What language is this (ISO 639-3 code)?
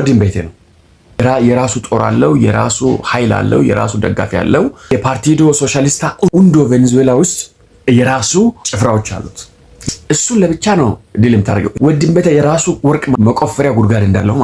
amh